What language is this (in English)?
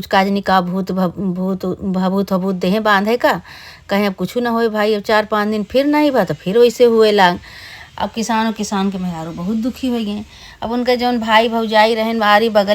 Awadhi